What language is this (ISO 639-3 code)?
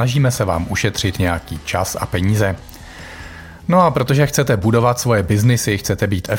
ces